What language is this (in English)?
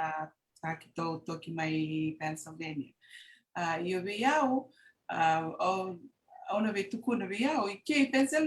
Fijian